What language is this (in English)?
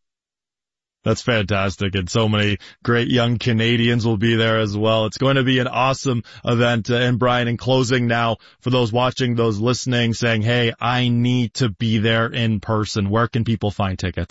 English